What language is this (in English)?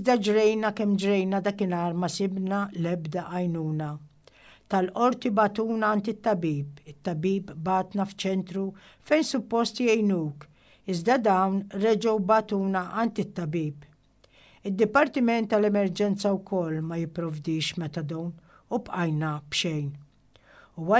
Maltese